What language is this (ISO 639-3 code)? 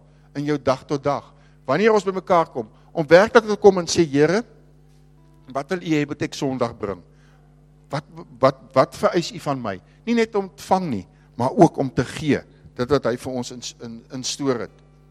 afr